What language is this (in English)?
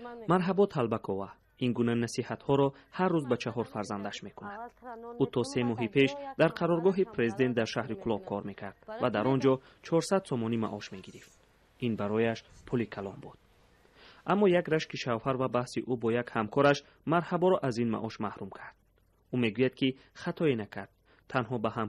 Tajik